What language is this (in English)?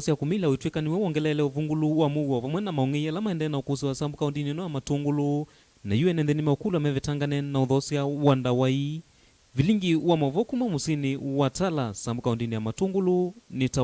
Kamba